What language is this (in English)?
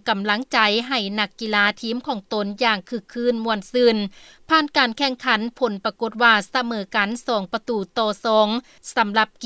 Lao